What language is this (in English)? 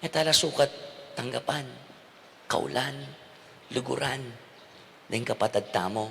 Pampanga